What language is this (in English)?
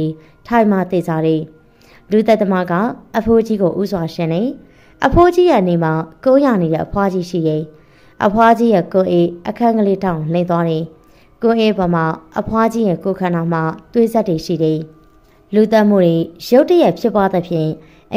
Burmese